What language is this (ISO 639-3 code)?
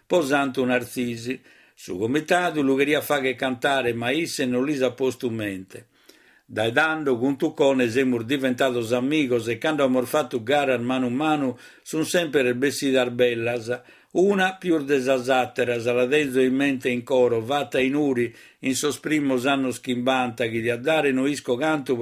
srd